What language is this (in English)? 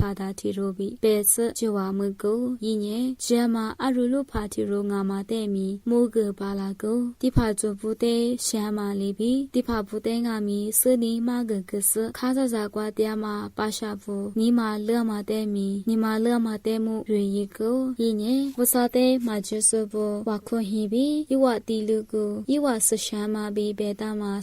Lisu